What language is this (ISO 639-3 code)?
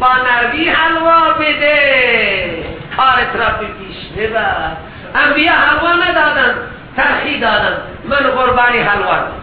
fas